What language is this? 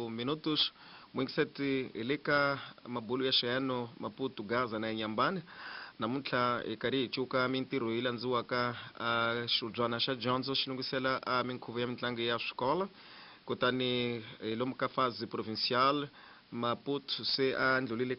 Tsonga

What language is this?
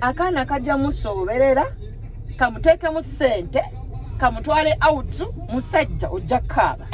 Ganda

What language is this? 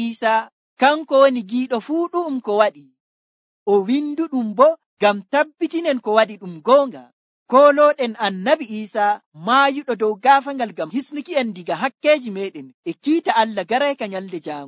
Nigerian Fulfulde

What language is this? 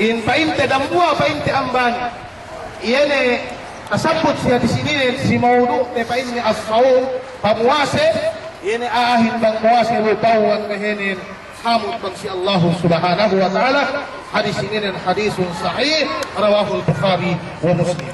Yakan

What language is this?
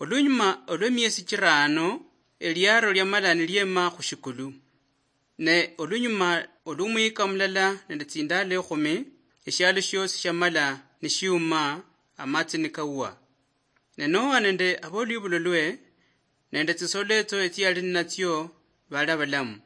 Luyia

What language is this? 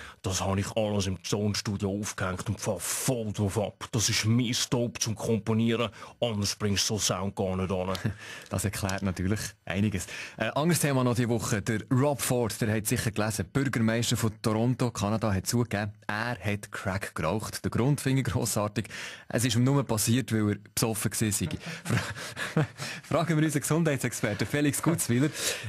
Swiss German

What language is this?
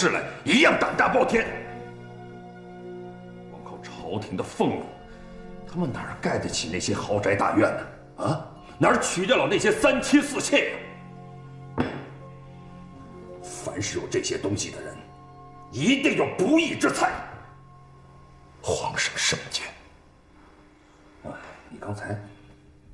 Chinese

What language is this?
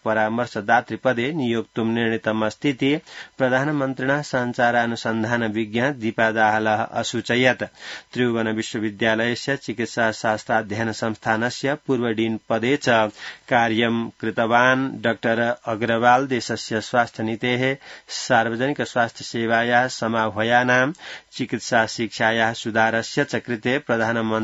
Sanskrit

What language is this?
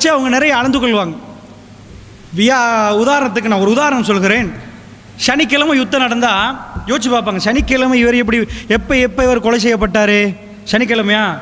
Tamil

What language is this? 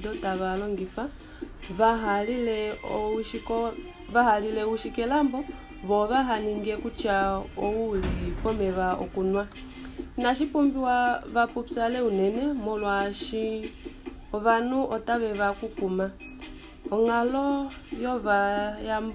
Kuanyama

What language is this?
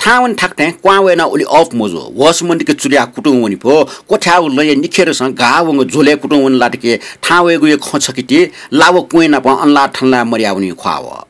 Newari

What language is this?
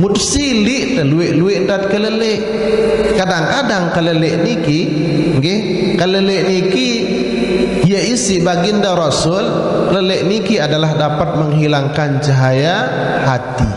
Sasak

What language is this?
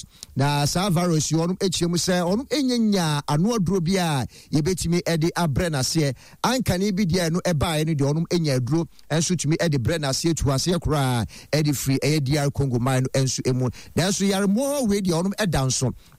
Akan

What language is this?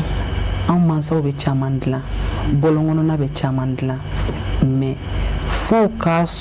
Bambara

